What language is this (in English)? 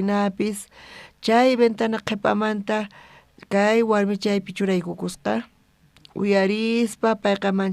South Bolivian Quechua